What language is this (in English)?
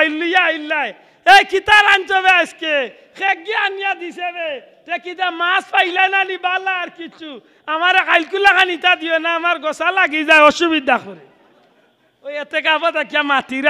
Sylheti